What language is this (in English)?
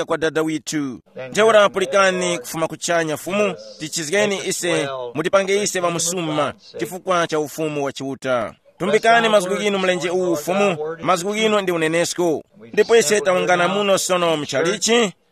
Tumbuka